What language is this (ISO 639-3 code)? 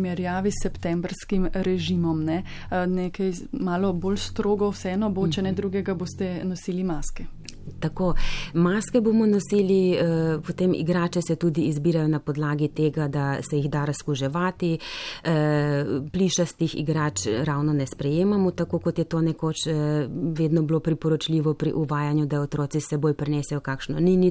slv